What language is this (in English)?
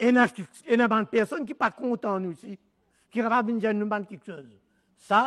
Morisyen